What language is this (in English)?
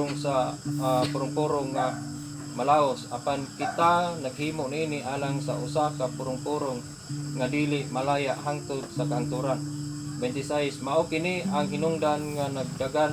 Cebuano